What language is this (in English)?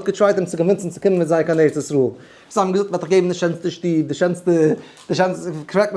Yiddish